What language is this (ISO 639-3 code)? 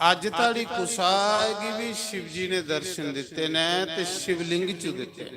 doi